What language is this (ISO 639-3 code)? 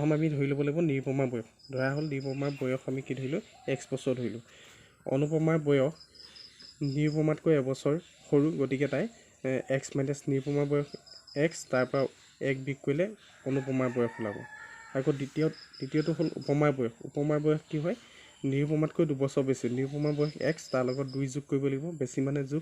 asm